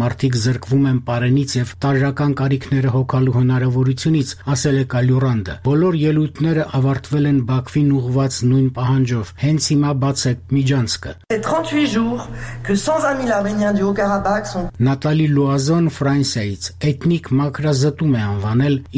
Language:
Armenian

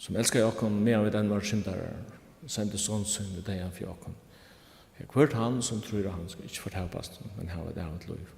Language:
Faroese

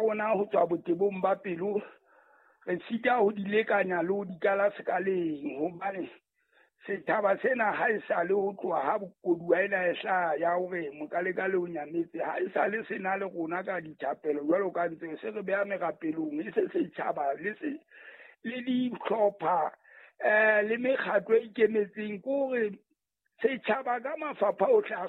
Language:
Southern Sotho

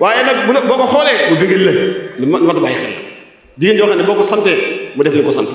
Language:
Wolof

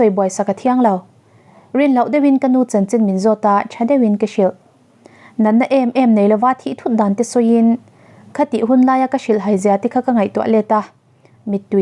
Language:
Mizo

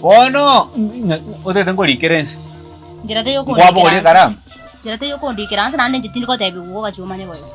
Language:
Gusii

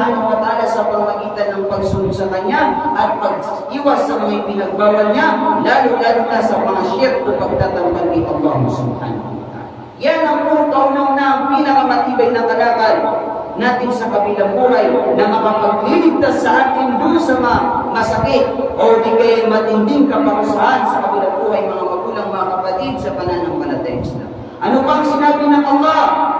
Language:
Maranao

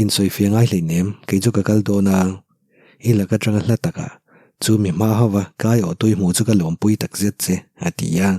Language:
Mizo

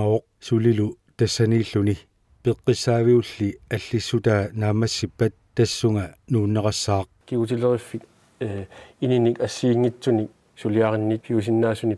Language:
Kalaallisut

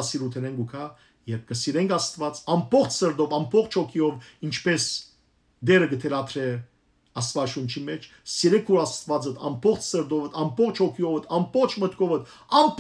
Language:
Western Armenian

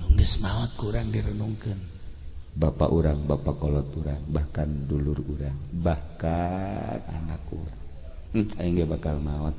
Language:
Sundanese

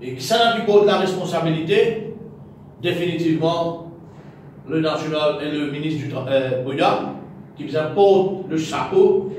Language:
Morisyen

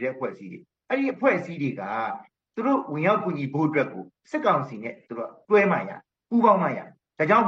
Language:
Burmese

